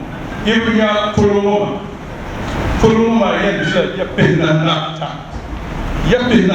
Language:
Dagbani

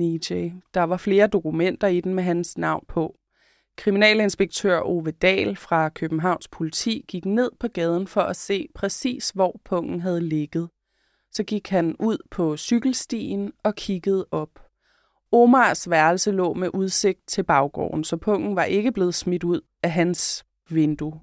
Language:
Danish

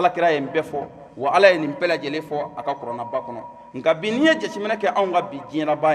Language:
Bambara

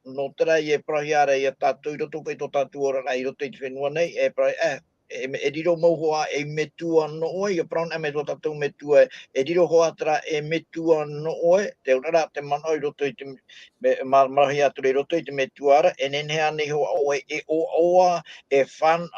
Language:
Tahitian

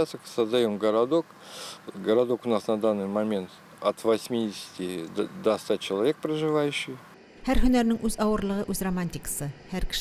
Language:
Tatar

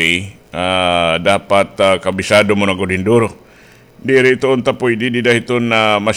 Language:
Waray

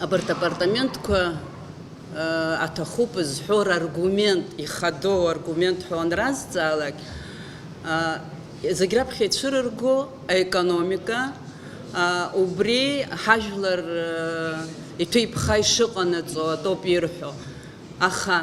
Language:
Abkhazian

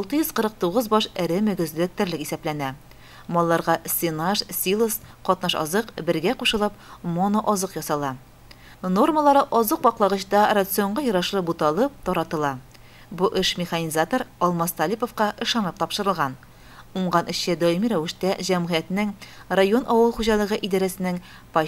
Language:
Tatar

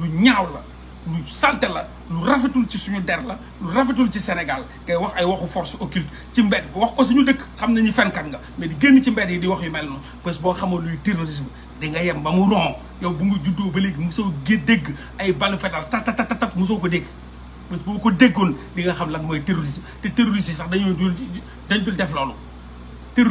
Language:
Wolof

